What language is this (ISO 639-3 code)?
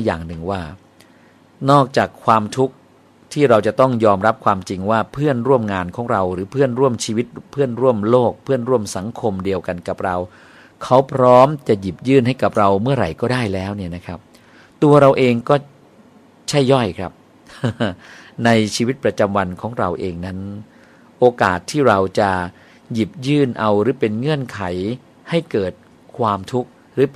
tha